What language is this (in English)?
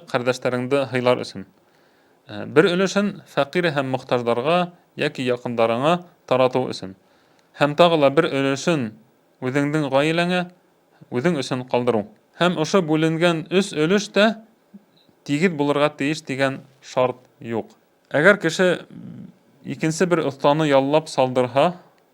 Bashkir